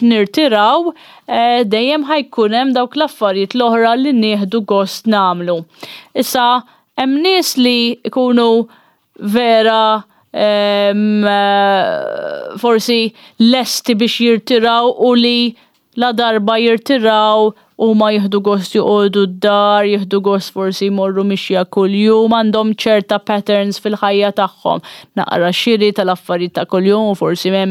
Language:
Maltese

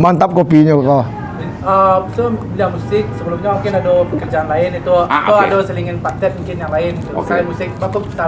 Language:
Minangkabau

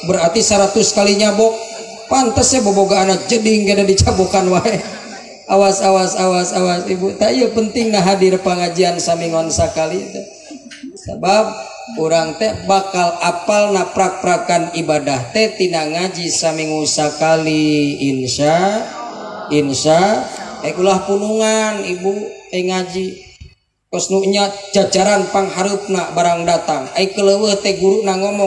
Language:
Sundanese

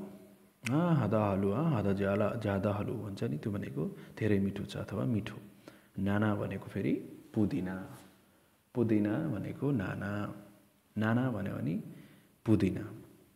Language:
Nepali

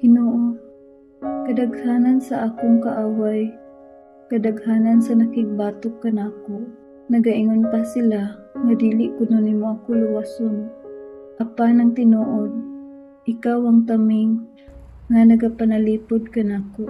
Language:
Cebuano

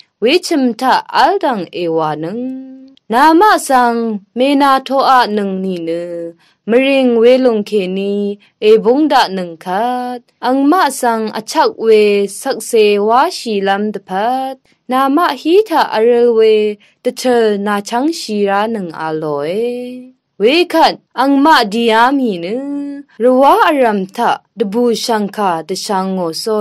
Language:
Rawang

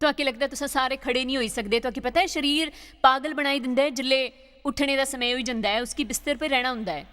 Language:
Dogri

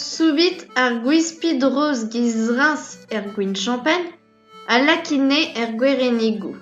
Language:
Breton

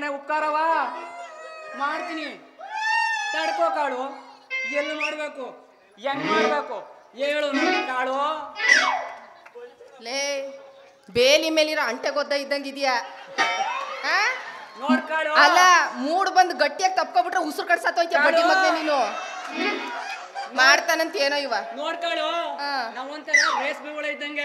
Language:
Kannada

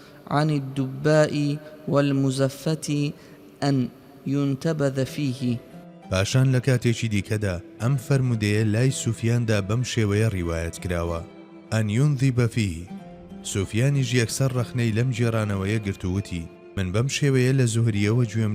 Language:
Central Kurdish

